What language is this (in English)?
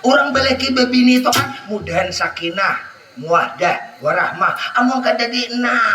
Banjar